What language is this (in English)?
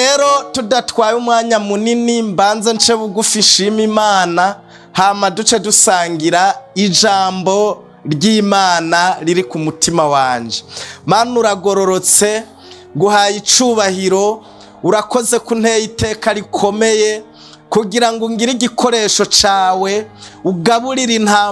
Rundi